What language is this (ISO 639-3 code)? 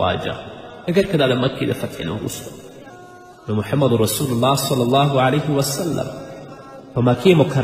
pus